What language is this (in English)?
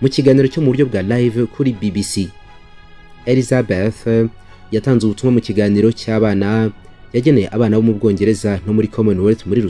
Kinyarwanda